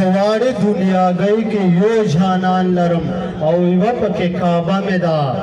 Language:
Pashto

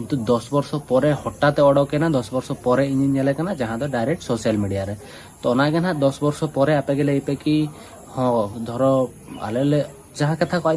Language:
Santali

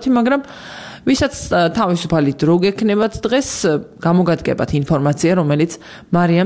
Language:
Georgian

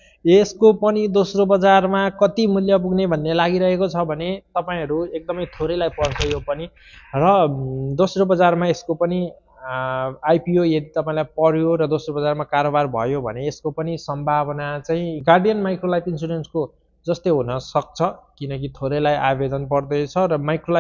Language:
Nepali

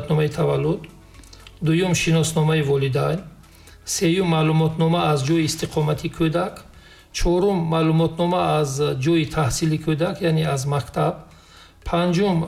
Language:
Tajik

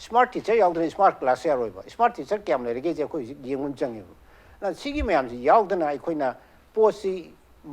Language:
Manipuri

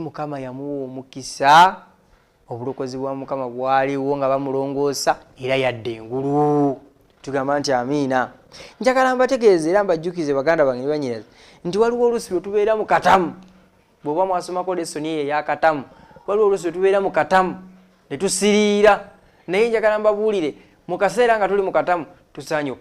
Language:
Ganda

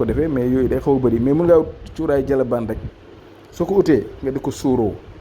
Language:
Wolof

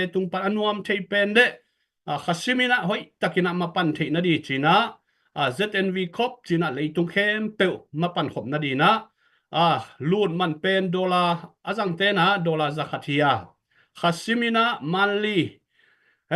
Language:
Tedim Chin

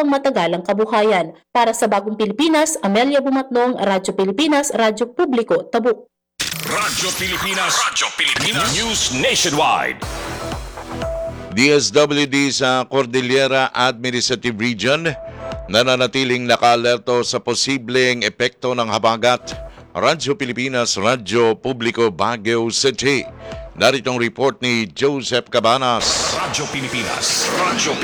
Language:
Filipino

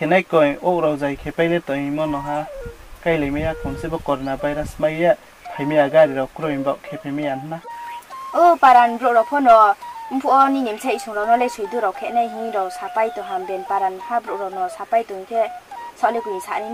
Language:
Riang (India)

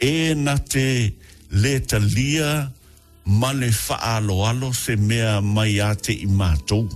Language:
Samoan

